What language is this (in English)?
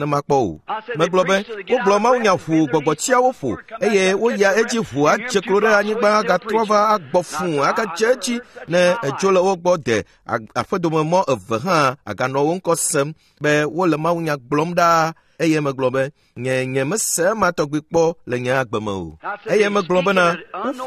Ewe